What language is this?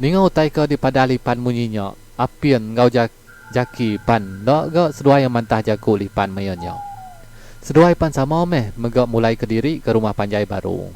Iban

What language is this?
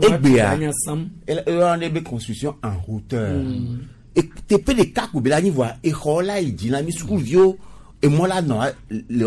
Gen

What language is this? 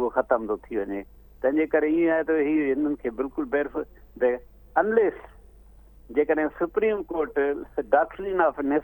Sindhi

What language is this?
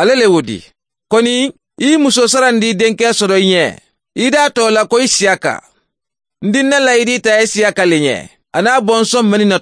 Mandingo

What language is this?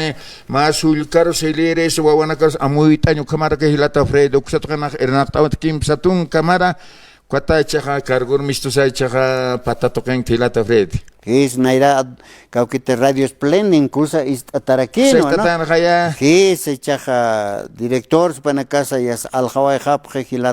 Aymara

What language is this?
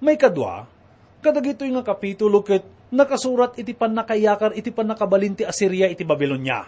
Iloko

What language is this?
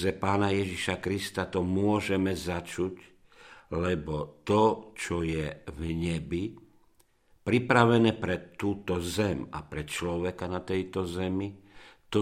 Slovak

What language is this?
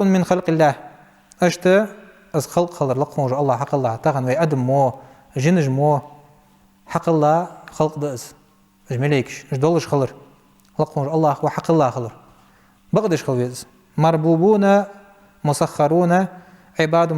Ingush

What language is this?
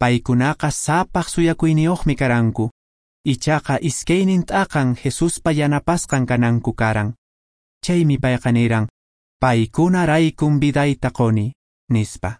Quechua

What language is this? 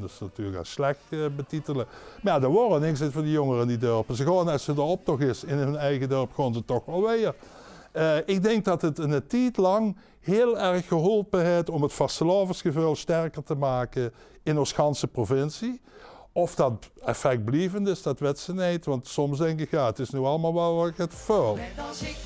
Limburgish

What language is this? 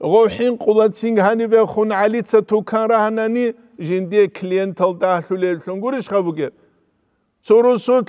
Avaric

